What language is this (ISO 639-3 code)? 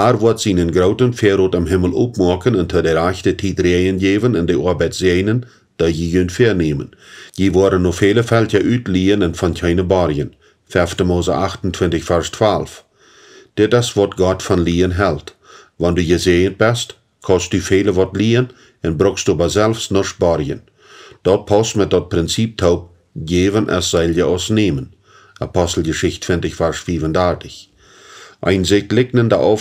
pdt